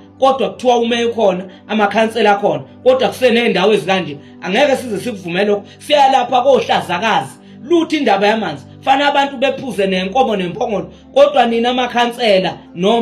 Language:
Zulu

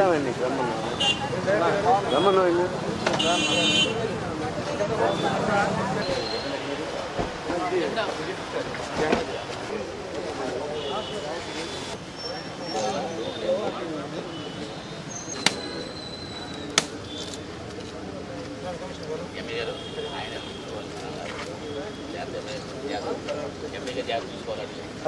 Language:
Telugu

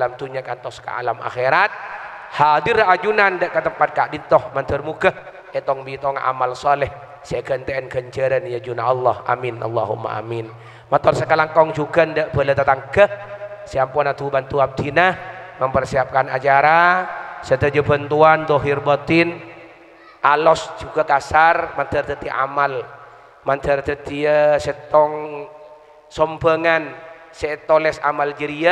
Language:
Madurese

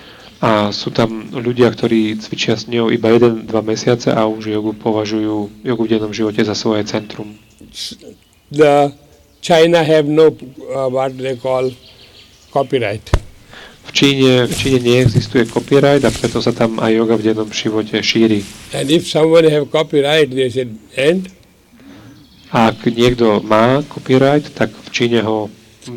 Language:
Slovak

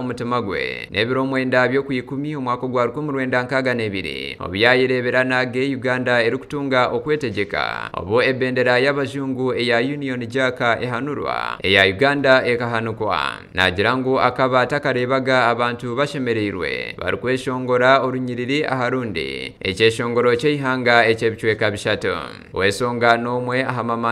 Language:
Nyankole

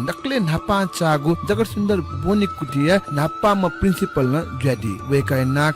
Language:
Newari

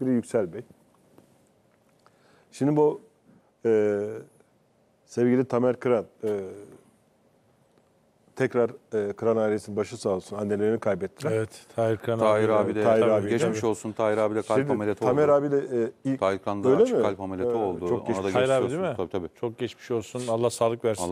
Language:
Turkish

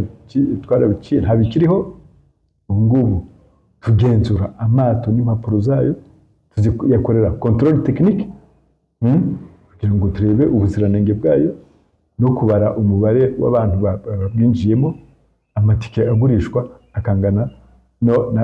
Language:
Kinyarwanda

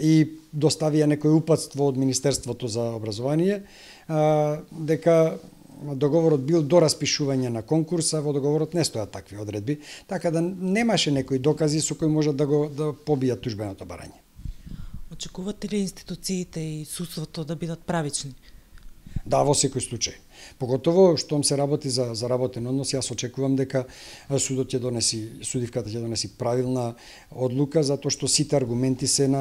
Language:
Macedonian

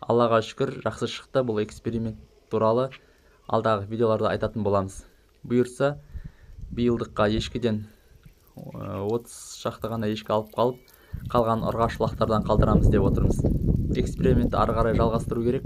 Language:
Kazakh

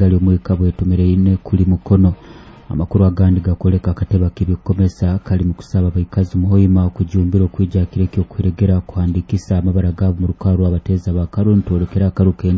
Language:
Nyoro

